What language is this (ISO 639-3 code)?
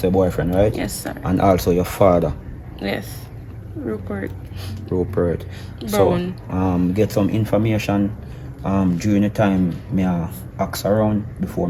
jam